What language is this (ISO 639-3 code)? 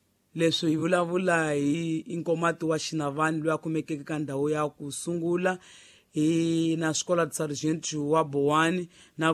tso